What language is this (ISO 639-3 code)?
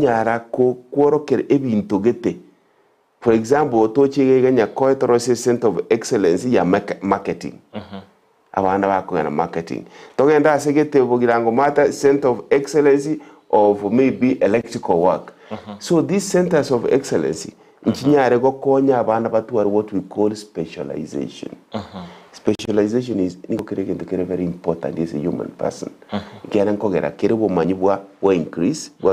guz